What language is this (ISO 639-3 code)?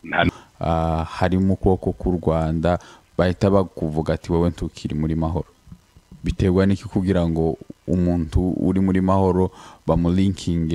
kin